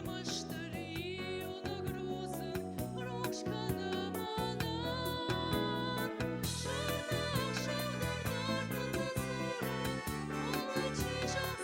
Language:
Ossetic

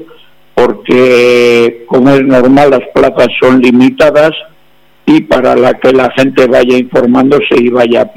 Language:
Spanish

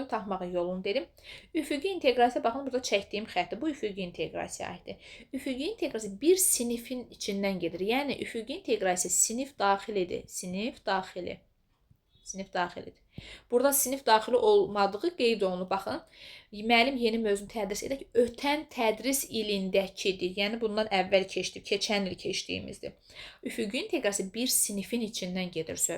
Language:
Azerbaijani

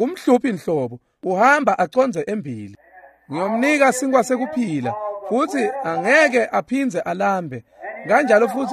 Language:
Swati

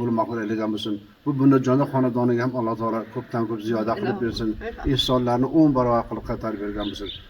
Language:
Uzbek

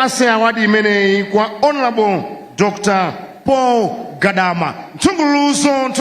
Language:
Nyanja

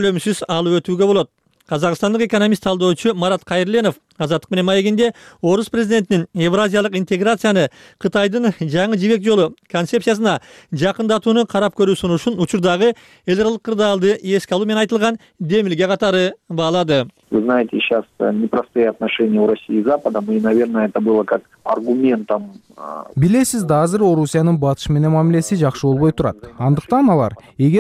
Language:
Kyrgyz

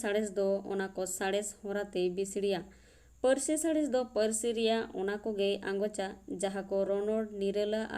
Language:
Santali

